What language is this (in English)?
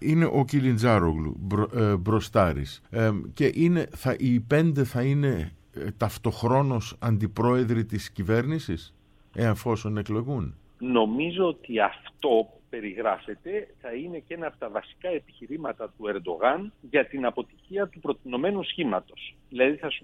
Greek